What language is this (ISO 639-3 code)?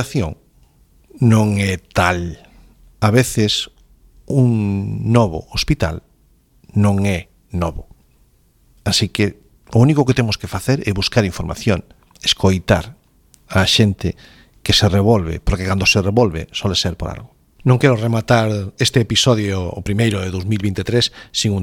glg